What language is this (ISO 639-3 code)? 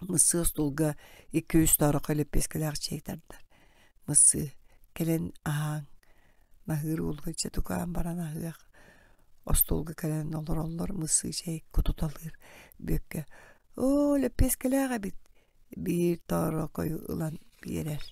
sah